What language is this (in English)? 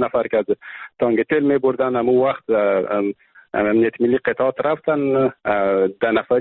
Persian